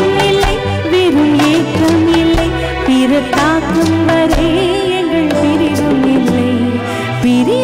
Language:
Tamil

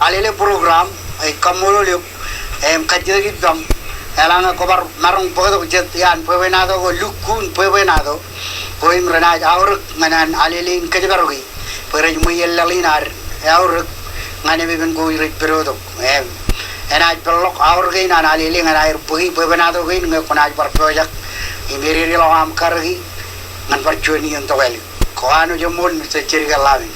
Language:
Marshallese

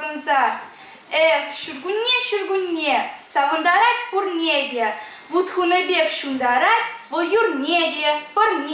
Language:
Chuvash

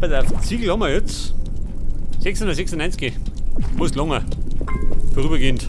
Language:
Bavarian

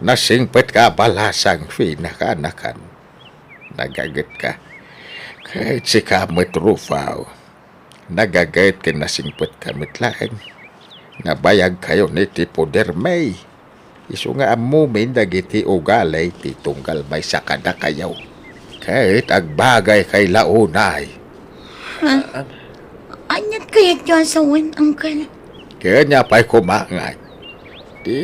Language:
Iloko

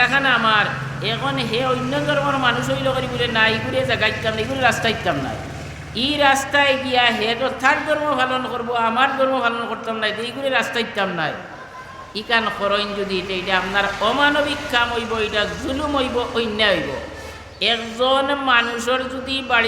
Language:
Sylheti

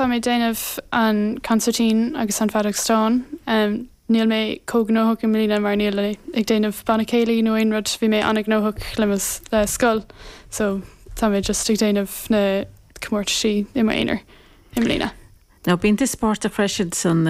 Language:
Irish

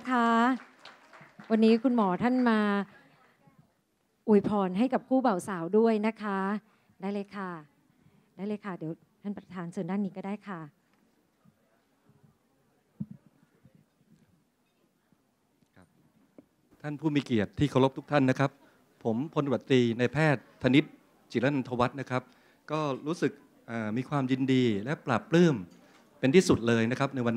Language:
Thai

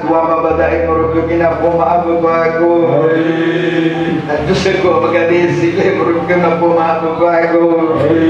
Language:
Nias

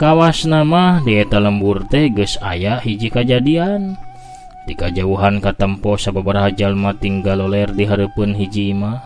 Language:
Sundanese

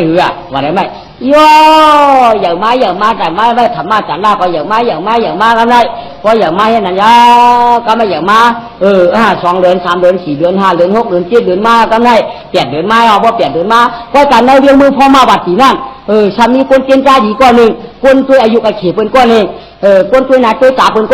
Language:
Shan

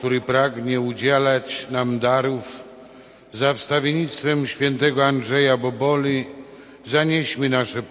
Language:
Polish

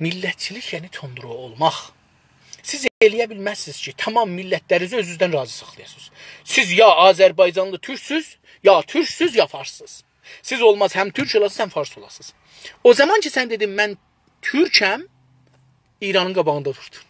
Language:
South Azerbaijani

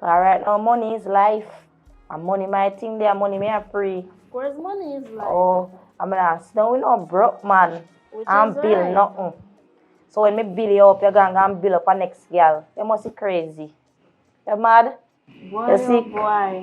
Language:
Jamaican Creole English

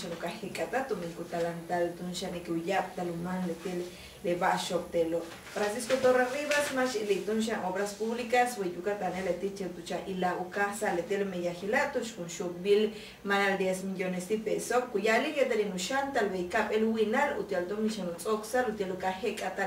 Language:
Yucateco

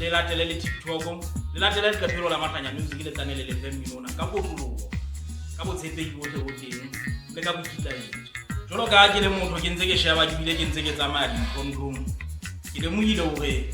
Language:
Southern Sotho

